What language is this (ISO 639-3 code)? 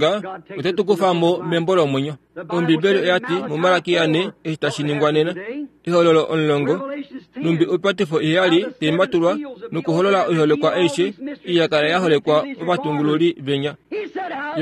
kua